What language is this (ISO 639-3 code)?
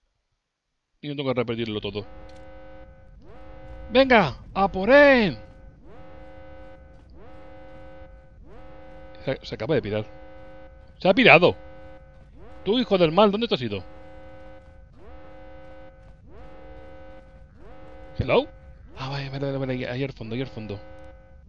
spa